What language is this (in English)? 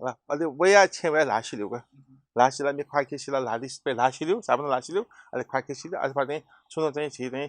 Newari